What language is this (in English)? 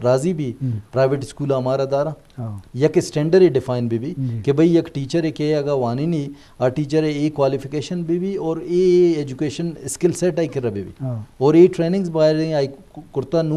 Eastern Balochi